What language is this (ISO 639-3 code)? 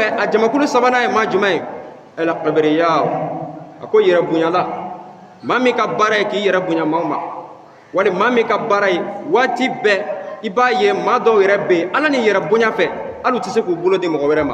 bam